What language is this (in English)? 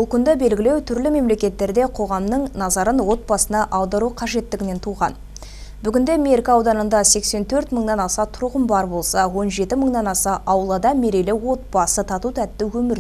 Kazakh